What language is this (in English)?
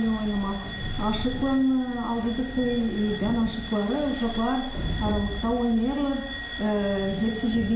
Gagauz